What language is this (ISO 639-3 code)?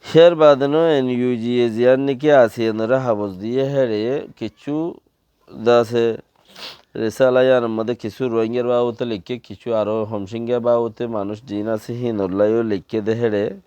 rhg